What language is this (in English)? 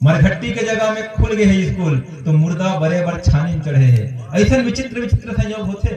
Chhattisgarhi